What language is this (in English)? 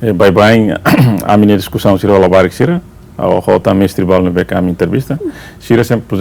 Tetum